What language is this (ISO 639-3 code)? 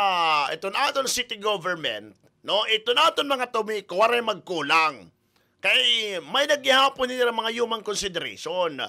war